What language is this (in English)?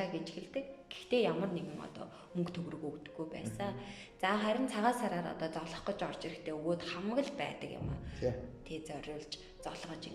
Mongolian